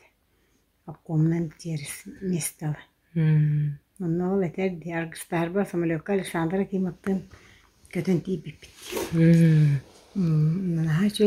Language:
Yakut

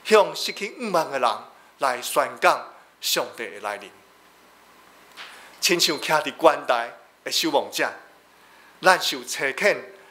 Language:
Min Nan Chinese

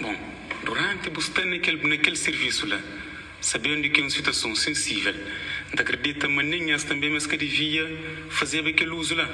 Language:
Kabuverdianu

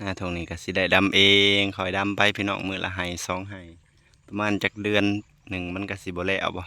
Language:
Lao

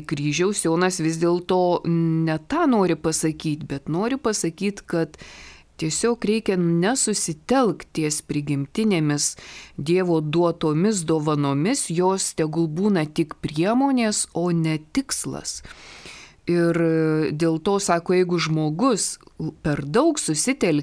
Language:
Lithuanian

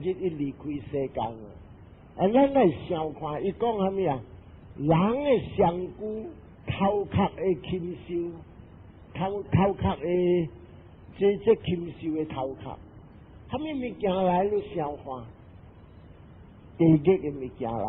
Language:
Min Nan Chinese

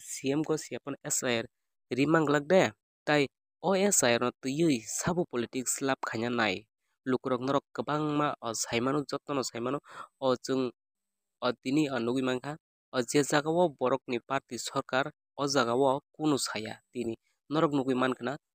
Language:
Kok Borok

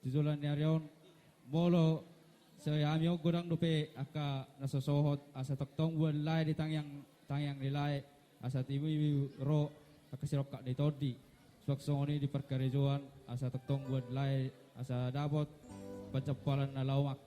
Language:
Batak Toba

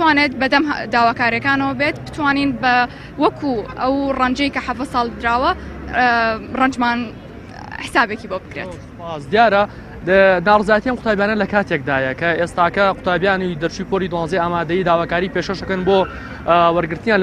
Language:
Central Kurdish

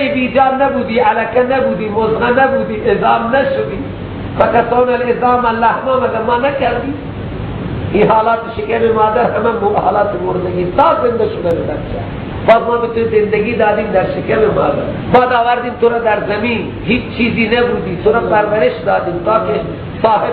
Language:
Persian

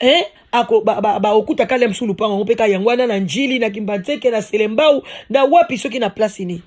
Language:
Lingala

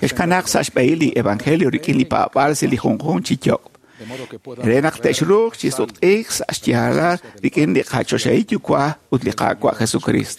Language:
Kekchí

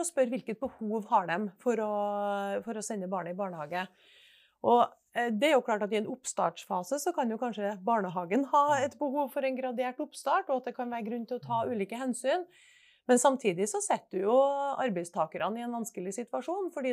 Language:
Norwegian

